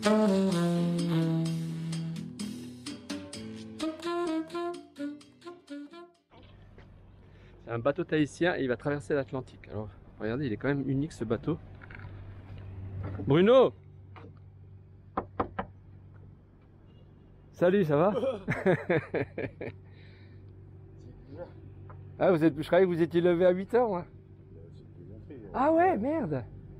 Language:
French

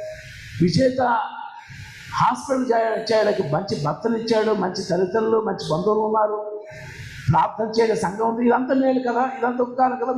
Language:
Telugu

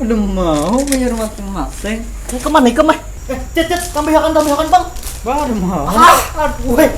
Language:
Banjar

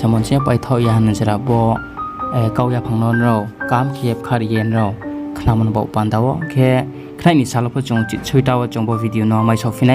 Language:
Riang (India)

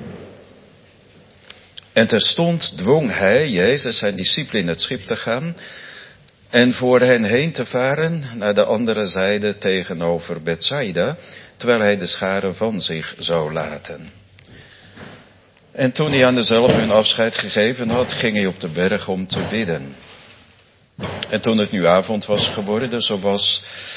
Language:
Dutch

